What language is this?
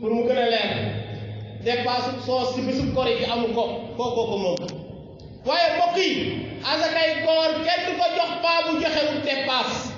Wolof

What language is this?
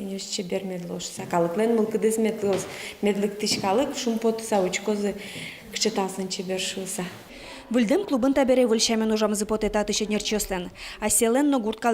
Udmurt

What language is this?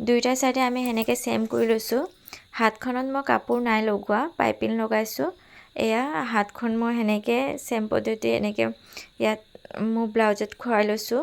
Assamese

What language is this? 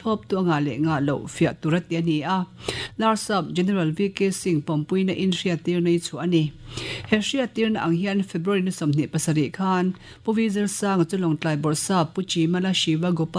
Mizo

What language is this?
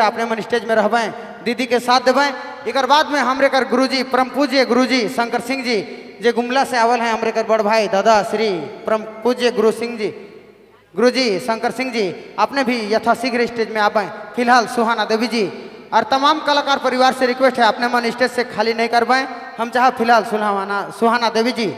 Sadri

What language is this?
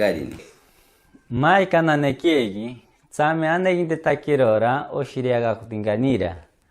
Machiguenga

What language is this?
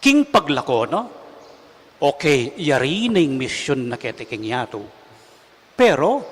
Pampanga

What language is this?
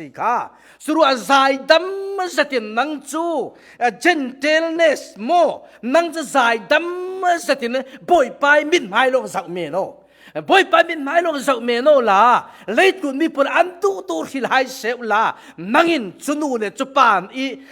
Falam Chin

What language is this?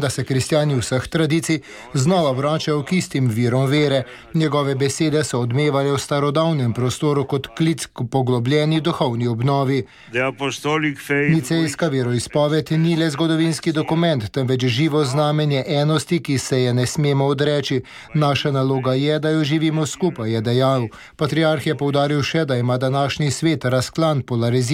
Slovenian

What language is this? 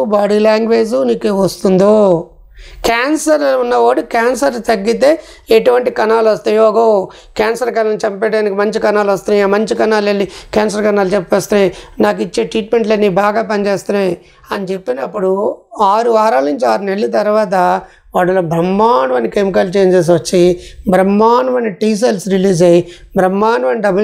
Telugu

